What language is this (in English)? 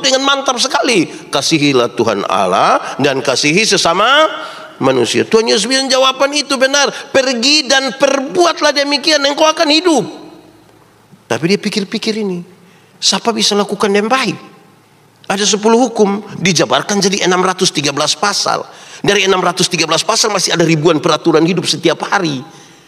Indonesian